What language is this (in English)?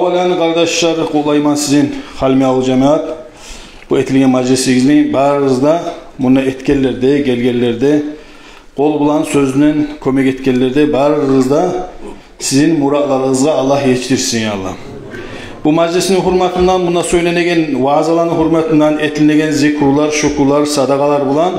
Kumyk